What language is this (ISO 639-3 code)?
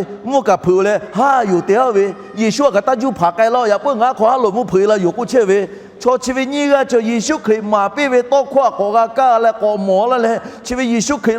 lhu